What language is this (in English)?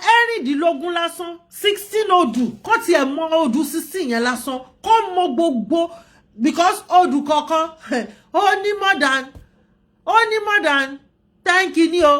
Yoruba